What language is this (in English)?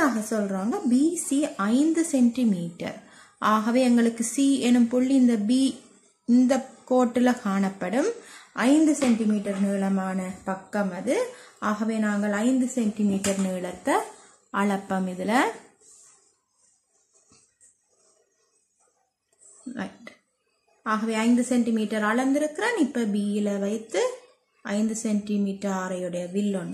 Tamil